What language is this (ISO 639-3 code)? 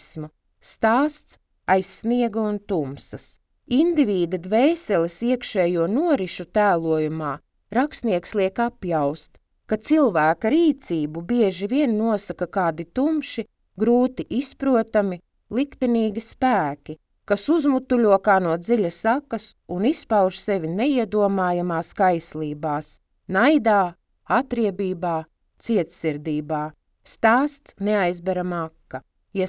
lav